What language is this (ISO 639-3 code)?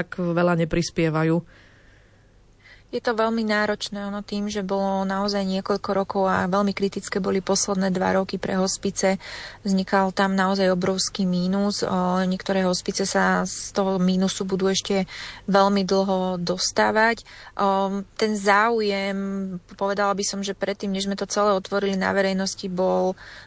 slk